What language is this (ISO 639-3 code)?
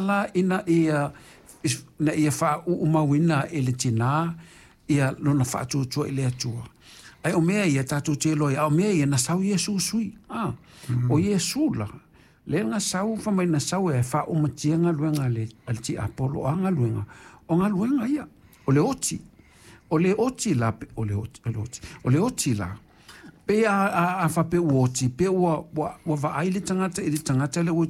smo